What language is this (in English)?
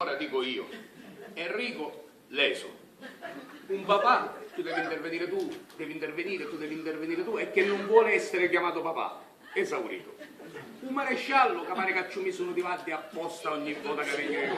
Sicilian